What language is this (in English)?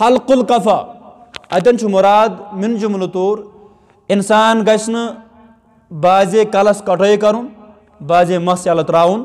Kashmiri